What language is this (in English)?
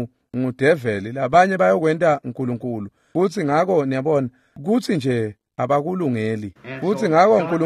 Swati